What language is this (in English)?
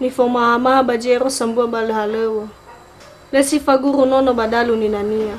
Nias